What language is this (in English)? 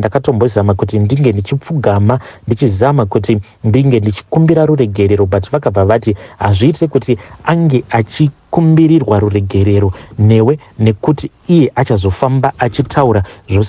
Shona